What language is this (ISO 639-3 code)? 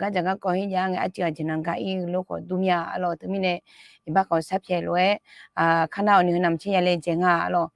ahk